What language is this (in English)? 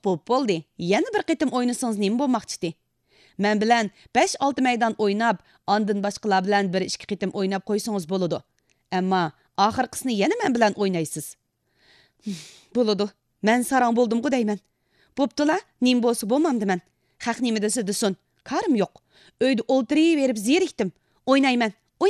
Uyghur